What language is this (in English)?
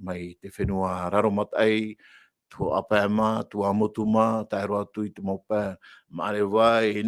Tahitian